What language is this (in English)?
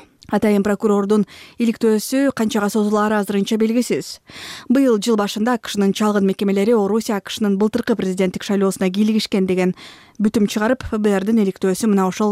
Kyrgyz